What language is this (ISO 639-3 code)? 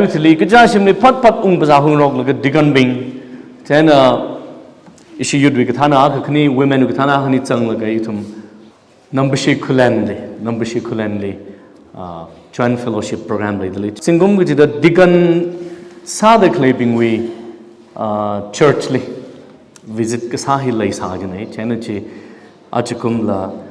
nmf